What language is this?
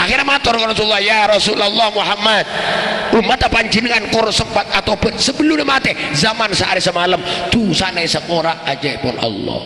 Madurese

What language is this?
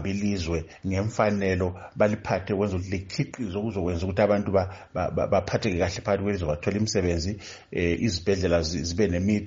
North Ndebele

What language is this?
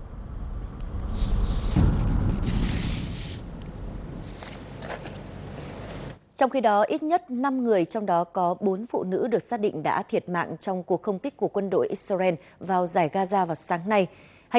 Vietnamese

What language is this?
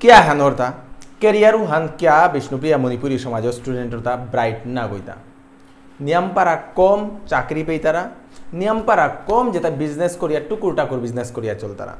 Bishnupriya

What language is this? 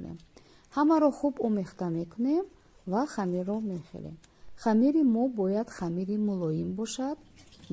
Tajik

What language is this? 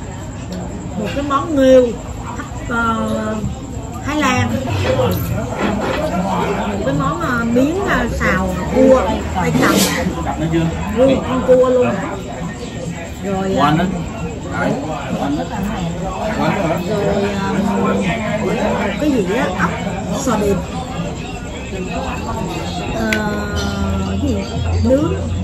Vietnamese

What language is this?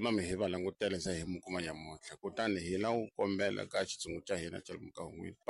Tsonga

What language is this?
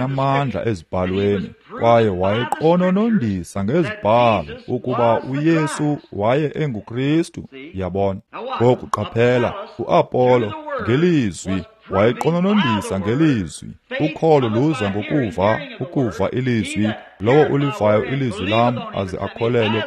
Xhosa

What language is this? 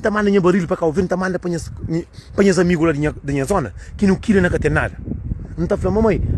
Kabuverdianu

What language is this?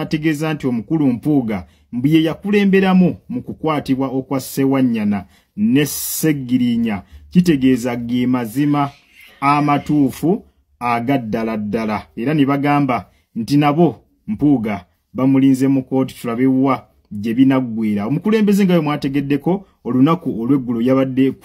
Ganda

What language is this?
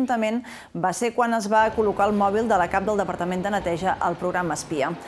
Catalan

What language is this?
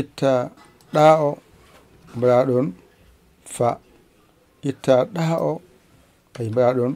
Fula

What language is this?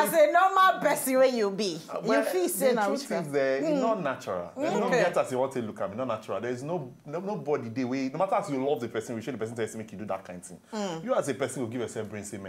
Nigerian Pidgin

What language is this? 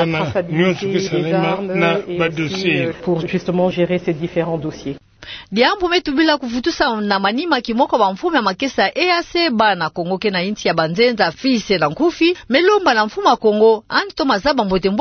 Kituba (Democratic Republic of Congo)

